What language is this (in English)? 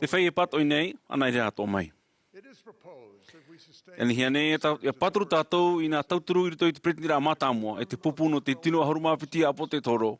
Tahitian